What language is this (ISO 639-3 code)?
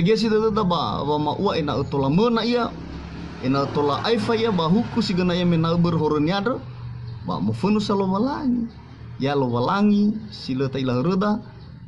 nia